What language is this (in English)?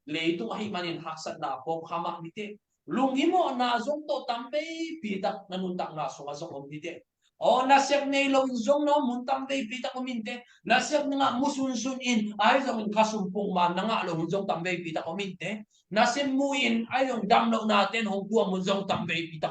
Tedim Chin